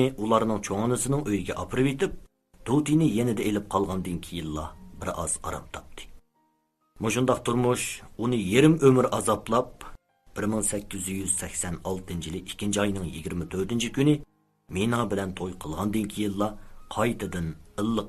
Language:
Uyghur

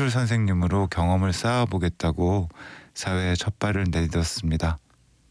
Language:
Korean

